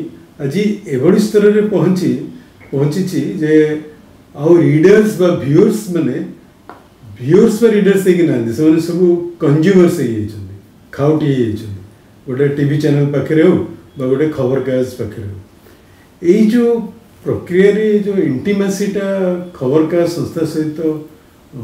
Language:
Odia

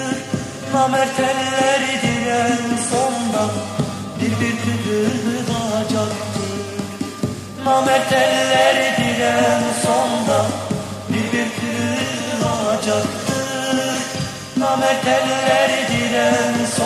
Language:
Turkish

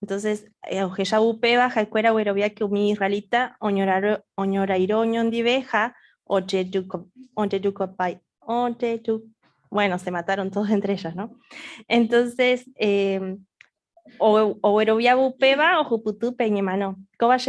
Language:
Guarani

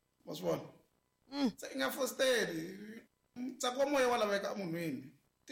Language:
Tsonga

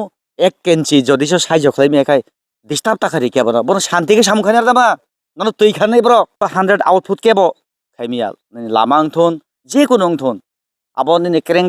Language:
Kok Borok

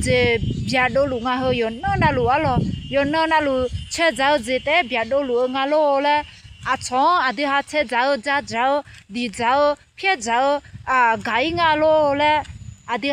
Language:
Akha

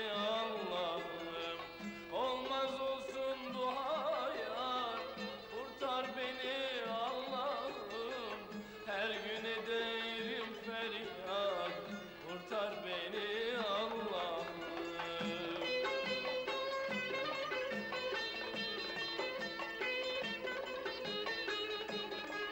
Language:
Turkish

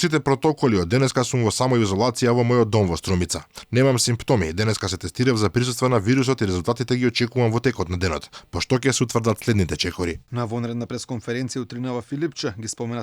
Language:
Macedonian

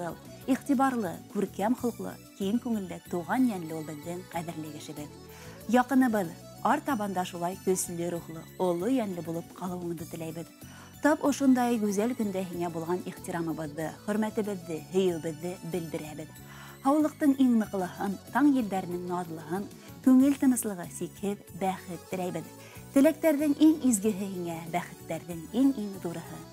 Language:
Bashkir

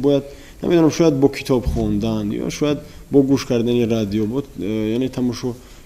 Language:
Tajik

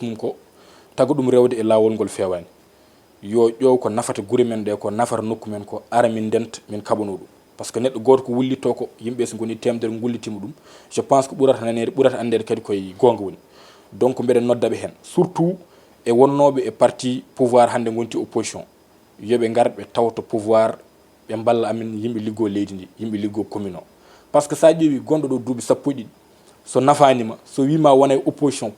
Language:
Fula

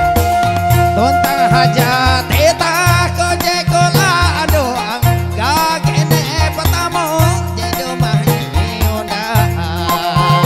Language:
Indonesian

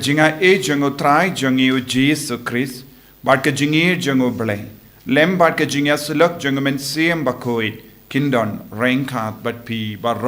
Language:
Khasi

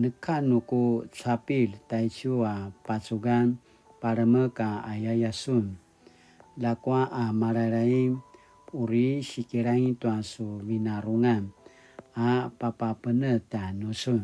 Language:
Paiwan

